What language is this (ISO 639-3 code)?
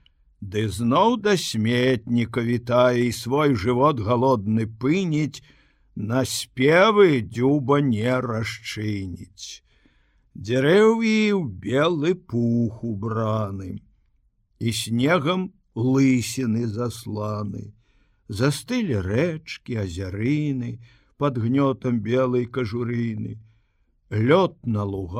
bel